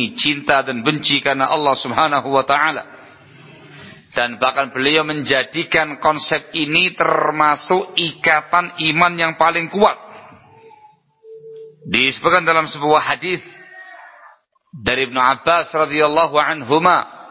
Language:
Indonesian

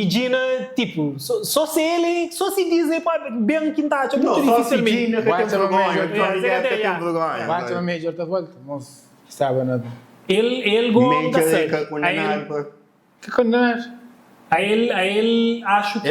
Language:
Kabuverdianu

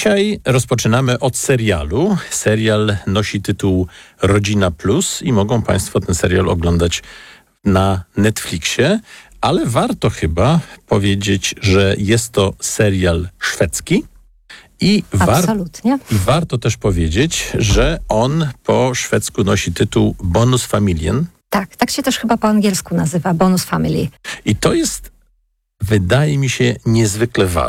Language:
Polish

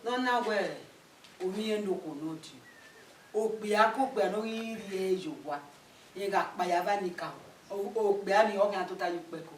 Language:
Bini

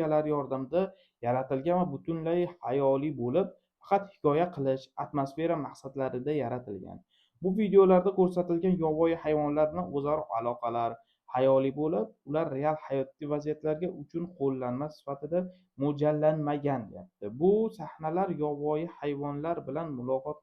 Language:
Uzbek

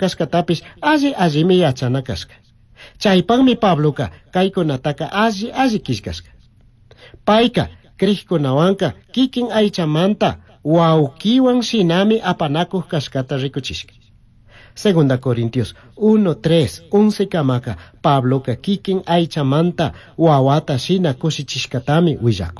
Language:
Chimborazo Highland Quichua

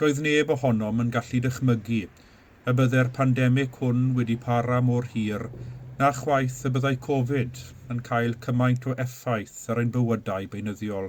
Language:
Welsh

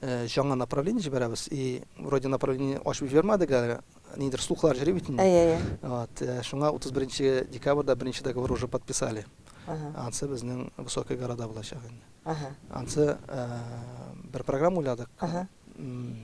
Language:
Tatar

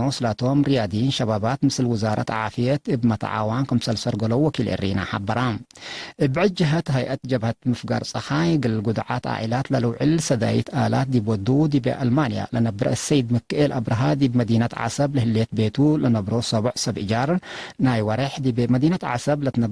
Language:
Tigre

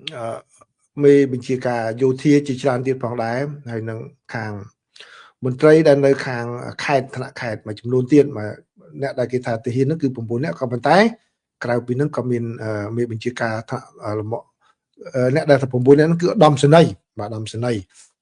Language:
Khmer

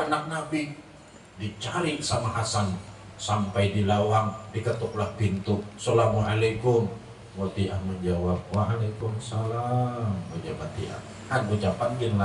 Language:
Banjar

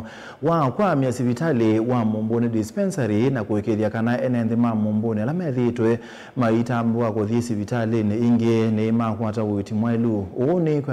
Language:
Kamba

